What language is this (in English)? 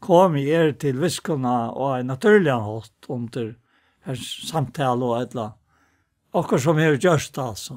Faroese